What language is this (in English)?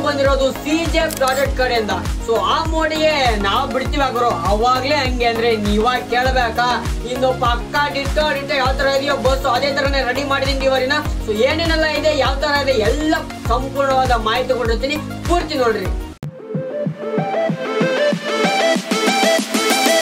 Kannada